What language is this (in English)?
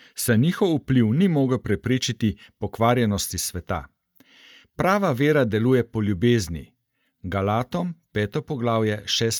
Slovenian